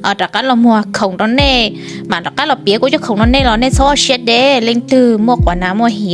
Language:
Hmong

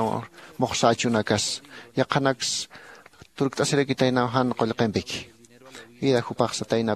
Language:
Aymara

